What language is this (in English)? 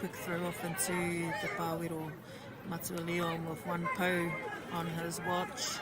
Māori